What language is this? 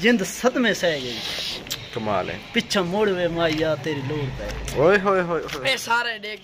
Saraiki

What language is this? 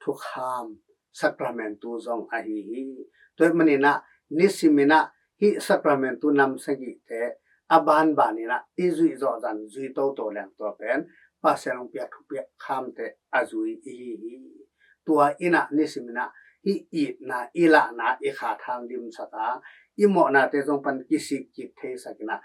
Tedim Chin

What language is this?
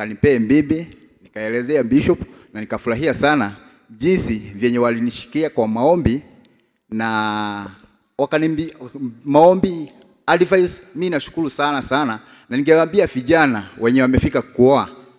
Swahili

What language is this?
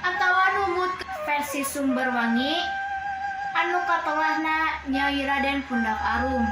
Sundanese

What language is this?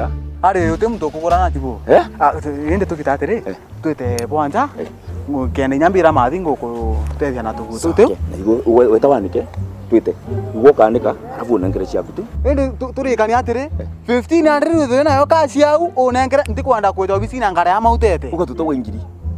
Meru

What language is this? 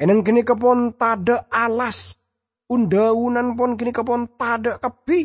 Madurese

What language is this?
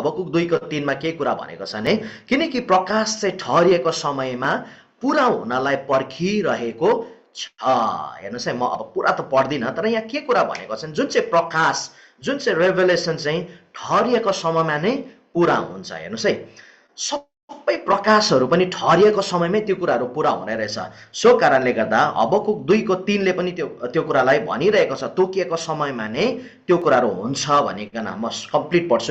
Nepali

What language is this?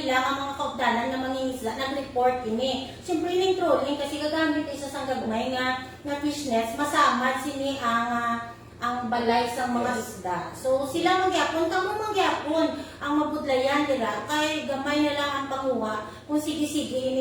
Hiligaynon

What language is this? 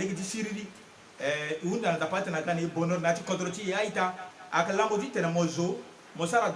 Sango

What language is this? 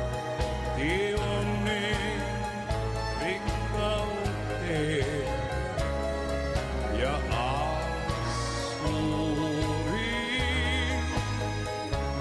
Finnish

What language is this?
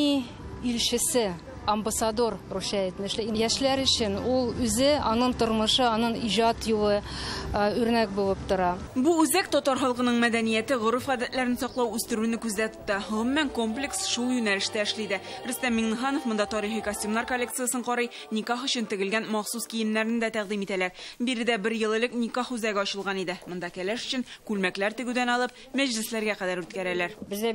Tatar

